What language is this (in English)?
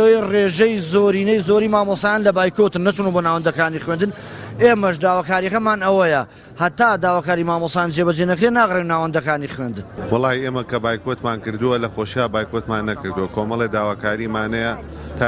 Central Kurdish